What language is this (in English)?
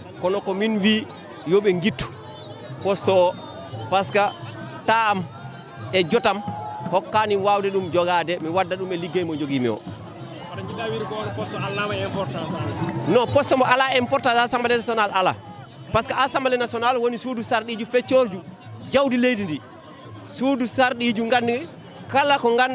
Fula